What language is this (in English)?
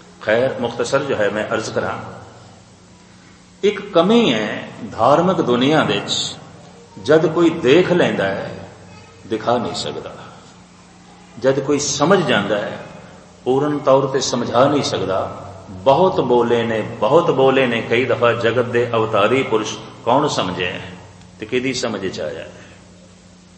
Punjabi